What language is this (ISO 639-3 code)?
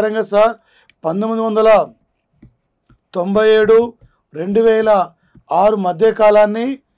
tel